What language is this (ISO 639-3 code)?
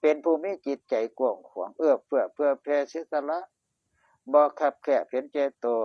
tts